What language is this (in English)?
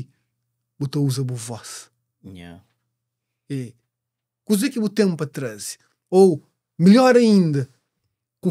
Kabuverdianu